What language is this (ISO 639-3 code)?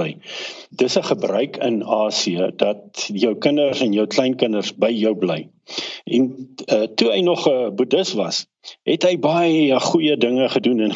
afr